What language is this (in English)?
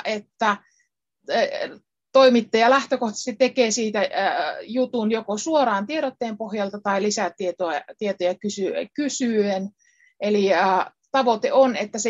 Finnish